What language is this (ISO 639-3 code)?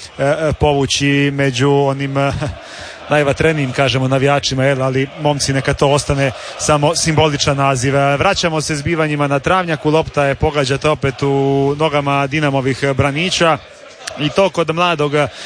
hrv